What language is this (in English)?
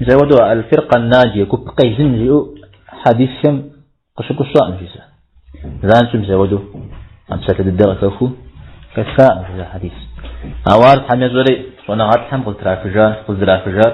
Kabardian